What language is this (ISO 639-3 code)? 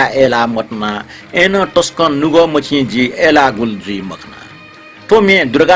new